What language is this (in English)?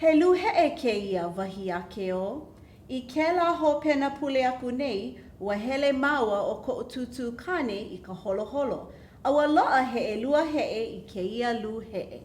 Hawaiian